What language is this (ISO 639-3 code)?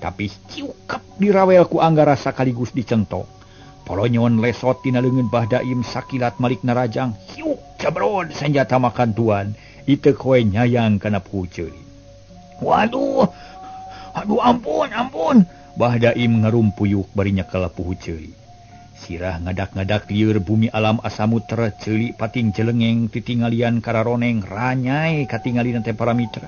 sun